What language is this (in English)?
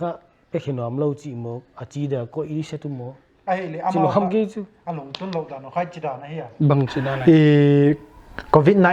Paite Chin